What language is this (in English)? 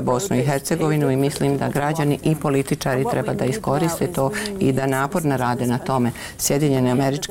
Bosnian